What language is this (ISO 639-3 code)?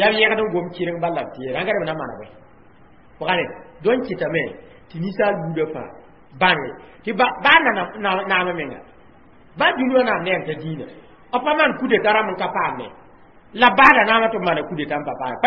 mos